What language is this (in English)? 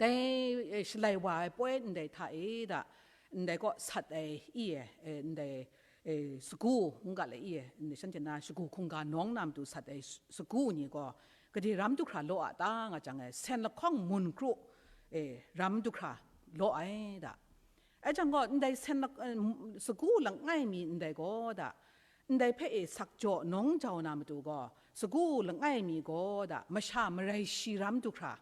Kachin